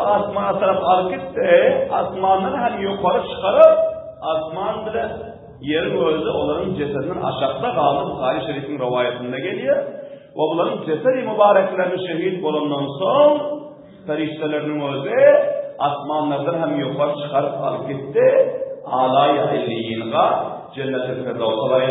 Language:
Turkmen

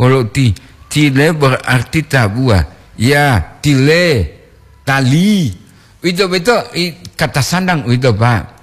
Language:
Gorontalo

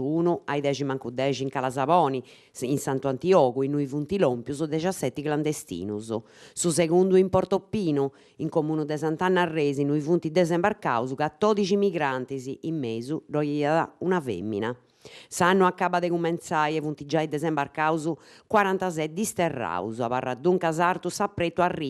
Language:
Sardinian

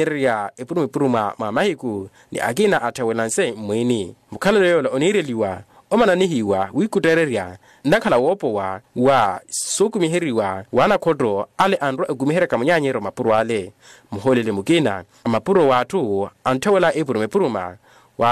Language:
Makhuwa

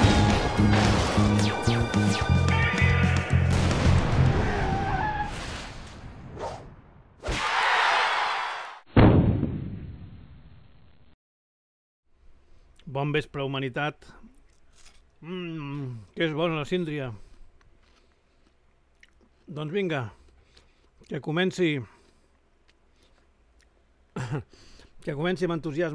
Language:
Catalan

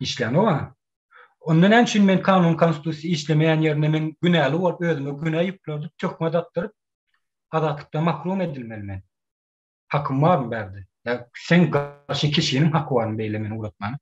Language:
Turkmen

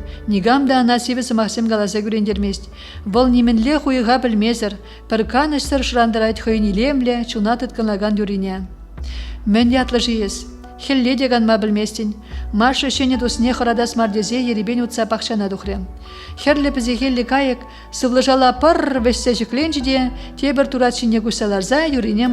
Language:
Chuvash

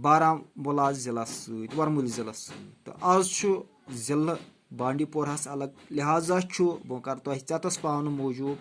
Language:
Kashmiri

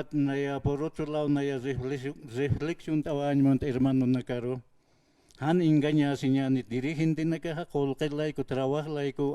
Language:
Aymara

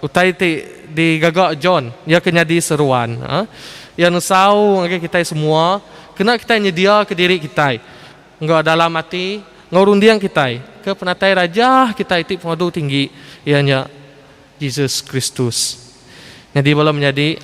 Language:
Iban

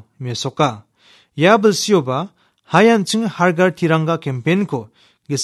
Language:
Garo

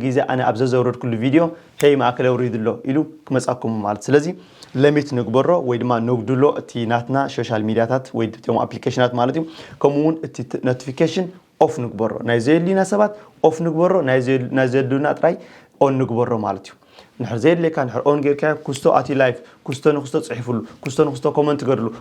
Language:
Tigrinya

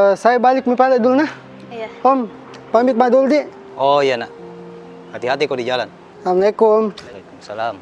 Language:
Makassar Malay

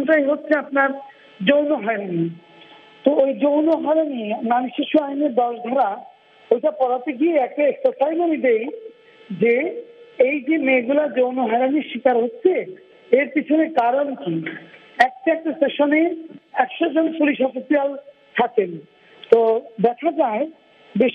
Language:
Bangla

